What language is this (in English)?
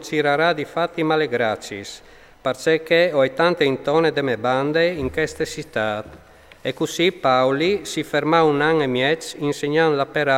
Friulian